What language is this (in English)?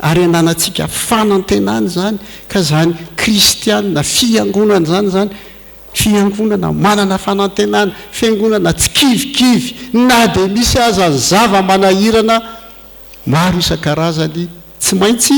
Malagasy